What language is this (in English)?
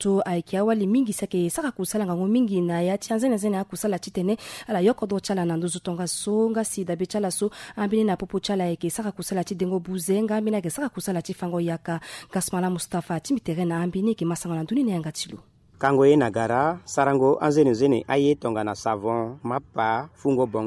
Sango